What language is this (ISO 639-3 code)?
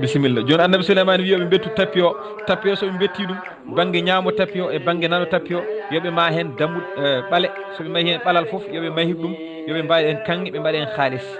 ful